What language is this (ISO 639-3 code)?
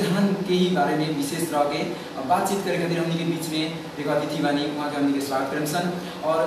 bho